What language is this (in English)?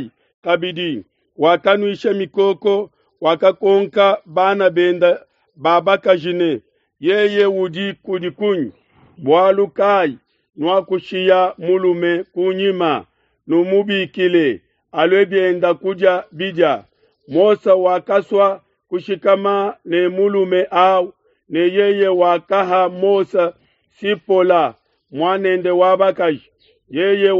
Luba-Lulua